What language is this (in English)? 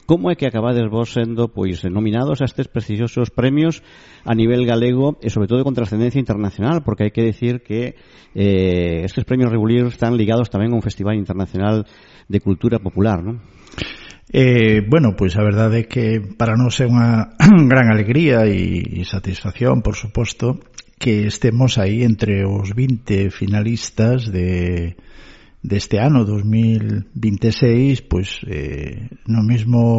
Galician